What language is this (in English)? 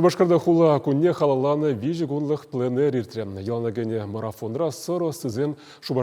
Chuvash